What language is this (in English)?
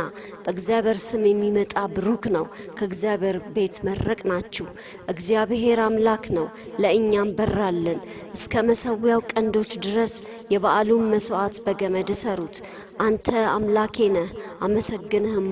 Amharic